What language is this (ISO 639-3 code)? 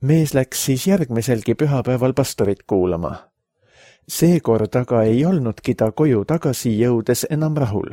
est